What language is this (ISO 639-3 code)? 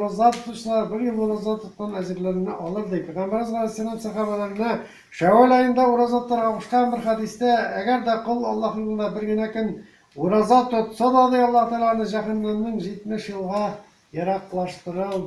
tat